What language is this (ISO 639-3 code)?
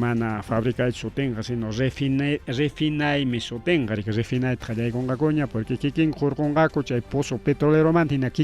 quy